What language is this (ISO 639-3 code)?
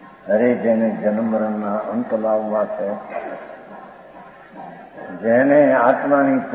guj